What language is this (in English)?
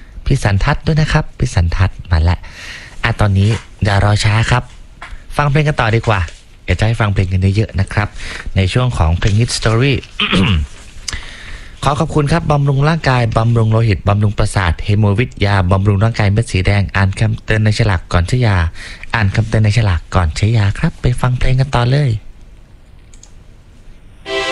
Thai